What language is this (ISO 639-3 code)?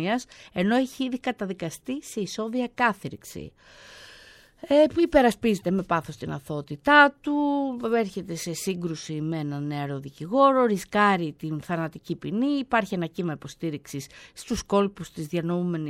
ell